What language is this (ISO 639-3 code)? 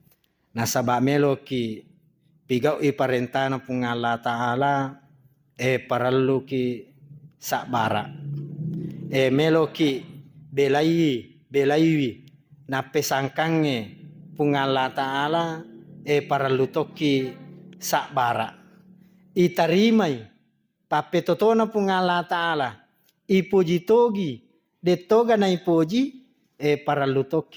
bug